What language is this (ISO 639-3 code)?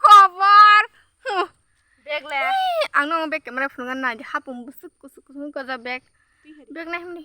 trp